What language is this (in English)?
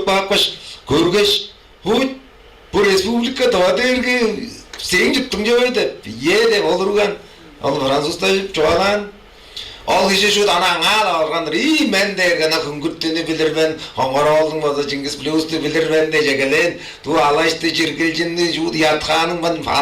Tuvinian